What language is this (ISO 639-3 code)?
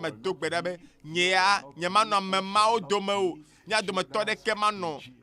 ewe